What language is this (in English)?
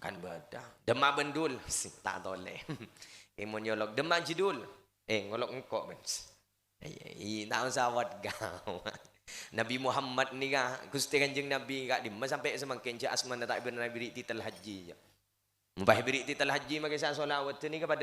Madurese